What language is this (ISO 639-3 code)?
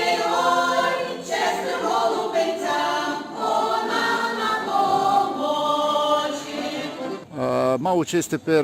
rue